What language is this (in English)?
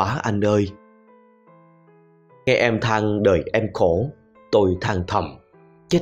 Vietnamese